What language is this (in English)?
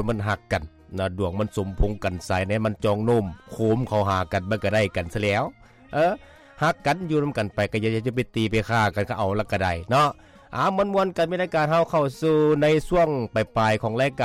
Lao